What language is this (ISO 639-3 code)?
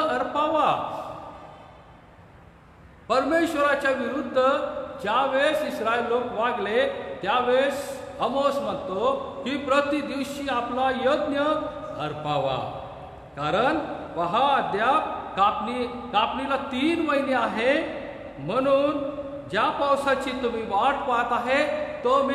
mar